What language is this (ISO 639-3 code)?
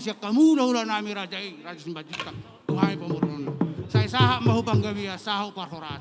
bbc